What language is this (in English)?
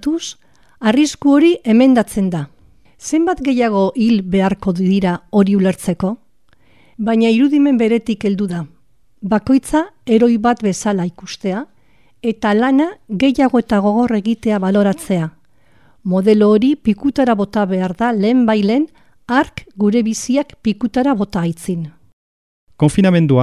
Basque